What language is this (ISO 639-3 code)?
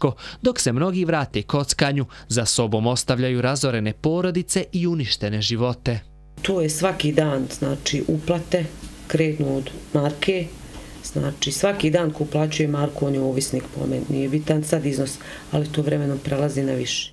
bos